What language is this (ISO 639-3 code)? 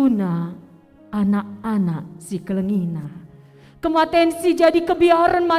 btx